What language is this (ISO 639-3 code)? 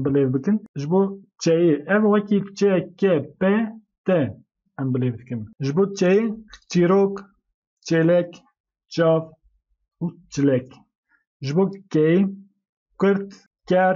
kur